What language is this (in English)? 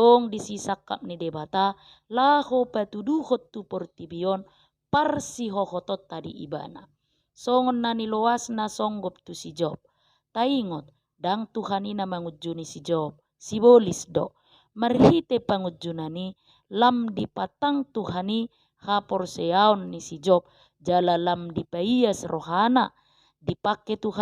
Batak Toba